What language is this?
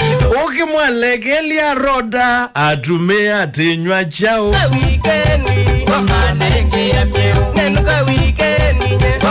Kamba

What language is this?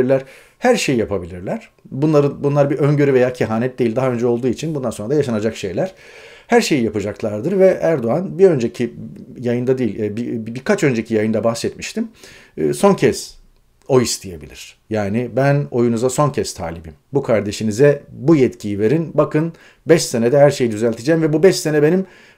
Turkish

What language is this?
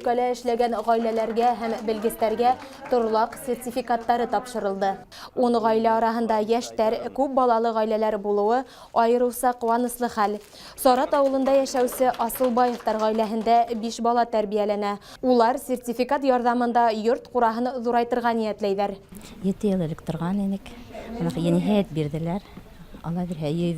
Bashkir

